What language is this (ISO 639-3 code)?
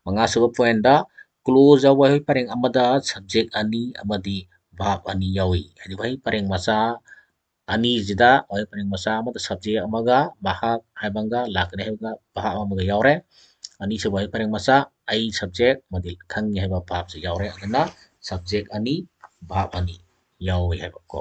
mni